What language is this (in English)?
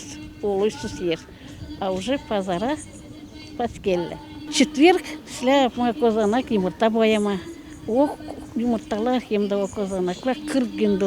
Gagauz